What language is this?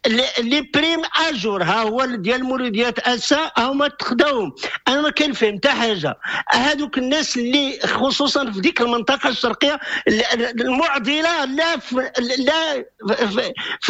Moroccan Arabic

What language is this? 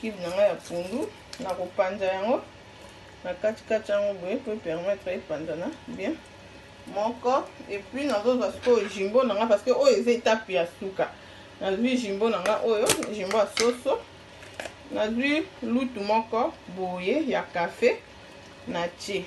Lingala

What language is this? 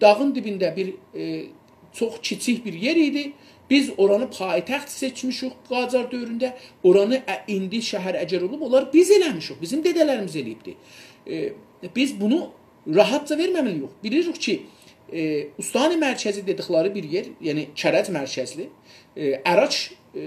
South Azerbaijani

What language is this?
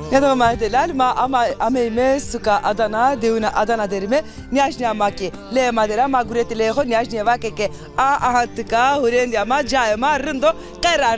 Zaza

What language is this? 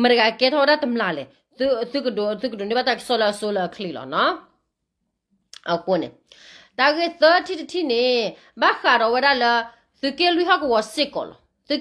S'gaw Karen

